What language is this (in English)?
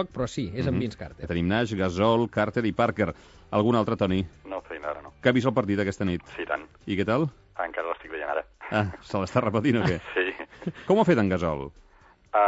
Catalan